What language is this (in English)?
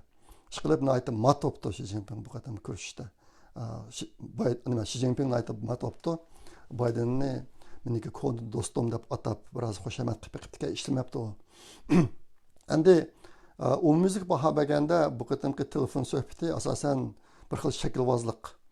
Uyghur